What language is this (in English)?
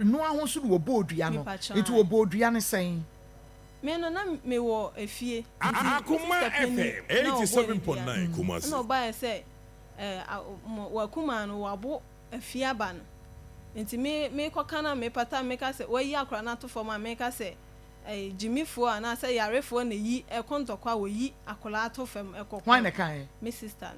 Akan